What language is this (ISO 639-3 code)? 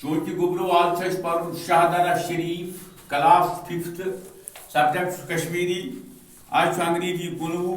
kas